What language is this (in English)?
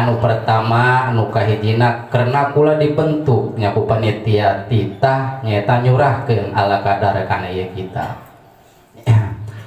Sundanese